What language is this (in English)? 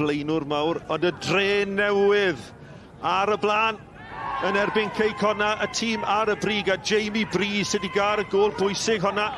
Welsh